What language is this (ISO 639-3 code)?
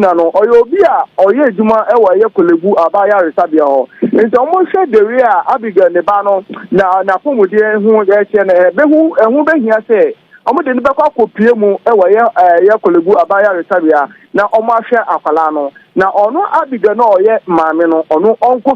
aka